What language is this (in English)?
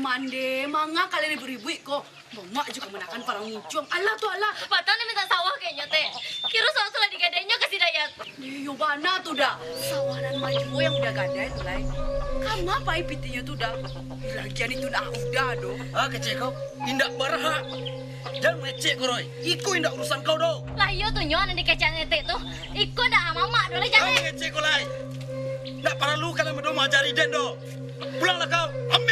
Minangkabau